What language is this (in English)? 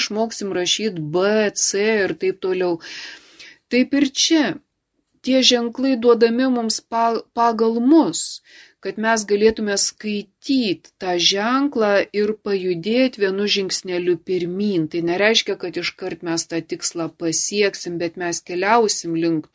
Lithuanian